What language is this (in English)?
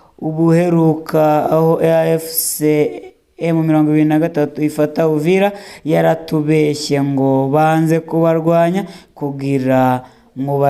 Rundi